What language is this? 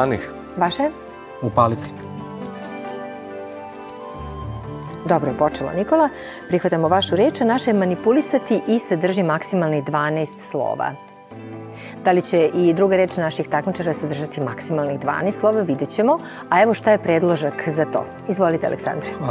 Serbian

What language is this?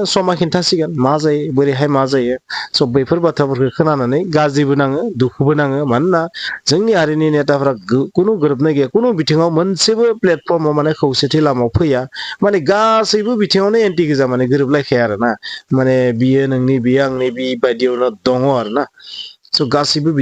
Bodo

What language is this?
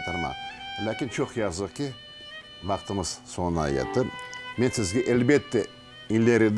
Crimean Tatar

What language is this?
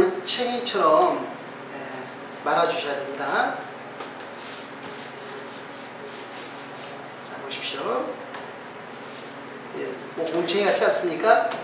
Korean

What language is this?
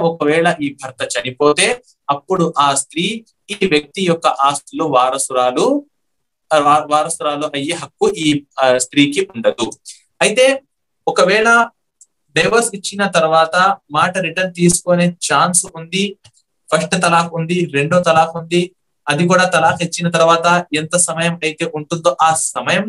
Telugu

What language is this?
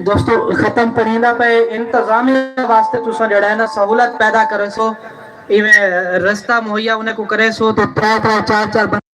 Saraiki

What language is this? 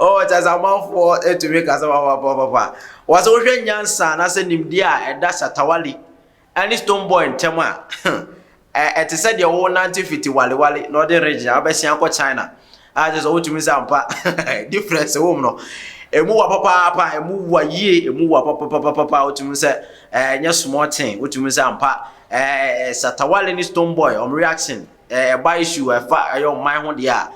Akan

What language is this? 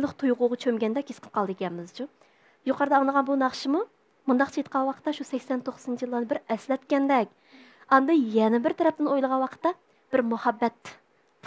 Uyghur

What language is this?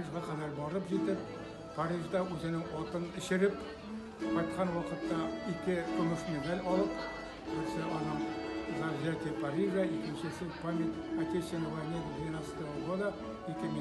Bashkir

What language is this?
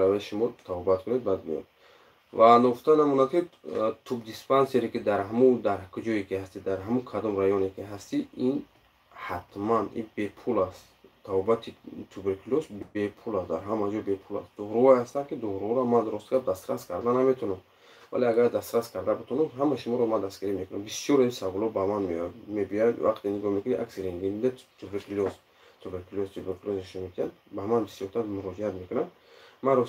Tajik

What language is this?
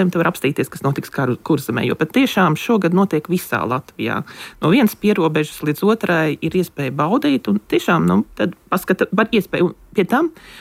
Latvian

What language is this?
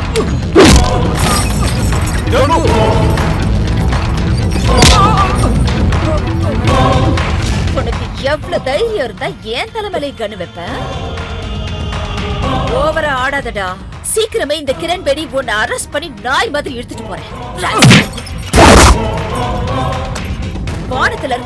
Tamil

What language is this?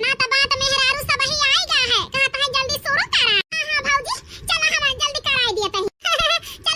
Awadhi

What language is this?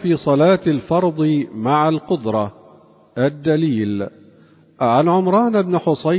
Arabic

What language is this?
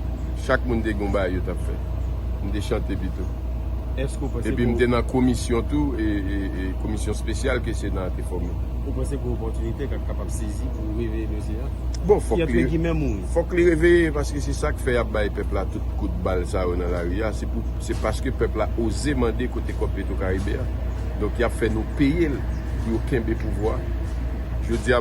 Haitian Creole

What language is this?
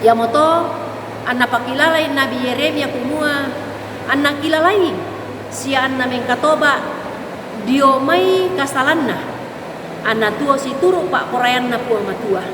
Toraja-Sa'dan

